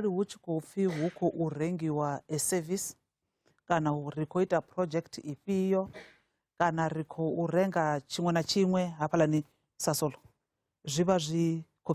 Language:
Venda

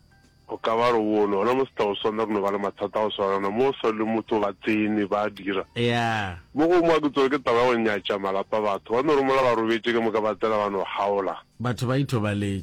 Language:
Northern Sotho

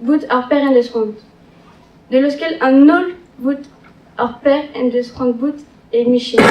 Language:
Breton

